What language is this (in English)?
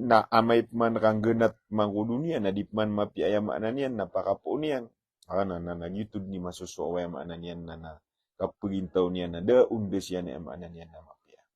Maranao